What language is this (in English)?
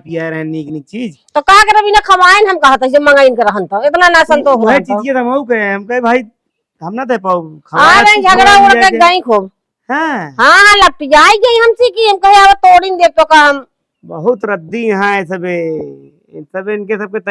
Awadhi